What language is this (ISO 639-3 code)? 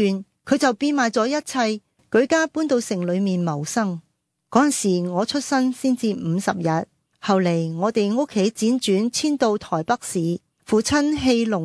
yue